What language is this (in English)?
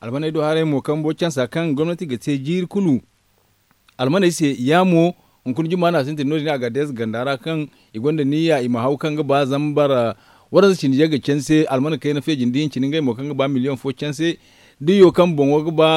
Zarma